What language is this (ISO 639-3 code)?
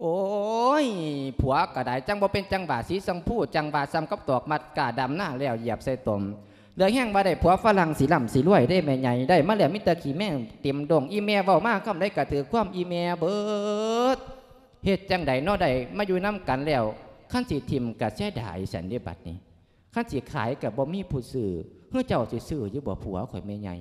lao